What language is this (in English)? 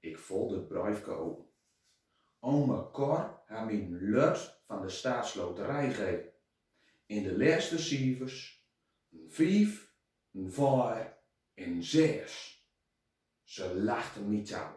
Gronings